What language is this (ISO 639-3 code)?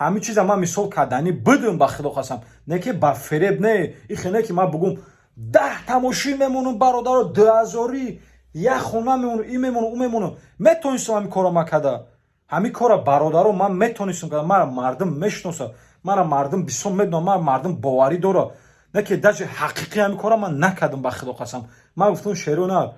tgk